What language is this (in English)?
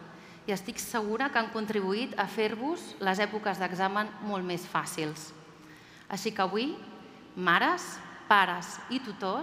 Catalan